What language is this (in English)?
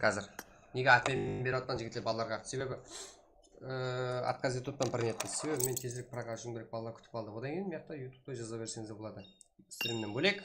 Kara-Kalpak